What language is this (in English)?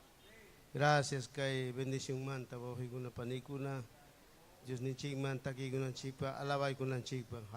Ayacucho Quechua